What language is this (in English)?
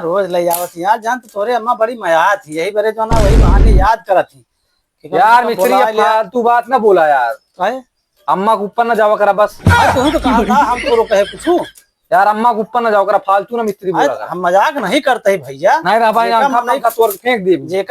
Awadhi